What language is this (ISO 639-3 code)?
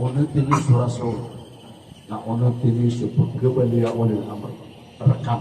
mrw